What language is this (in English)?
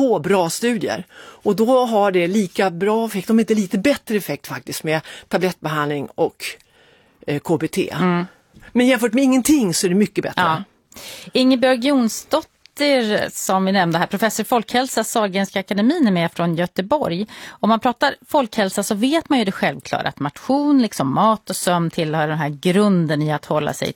Swedish